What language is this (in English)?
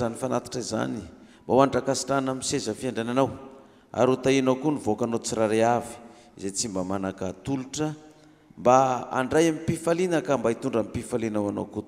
Malagasy